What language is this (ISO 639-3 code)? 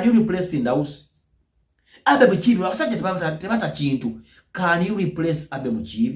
lug